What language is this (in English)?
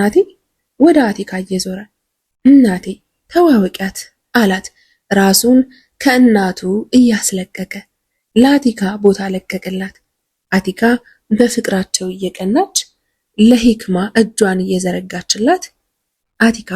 Amharic